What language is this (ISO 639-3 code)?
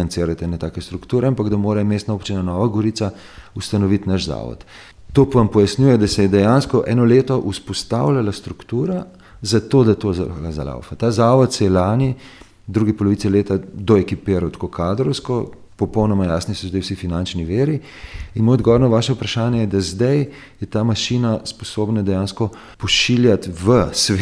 slv